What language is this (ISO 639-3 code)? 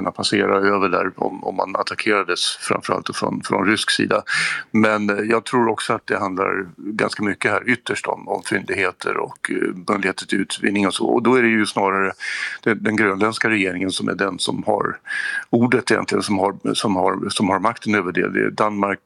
swe